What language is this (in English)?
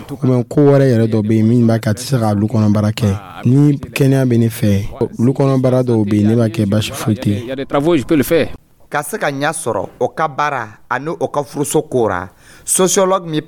Dyula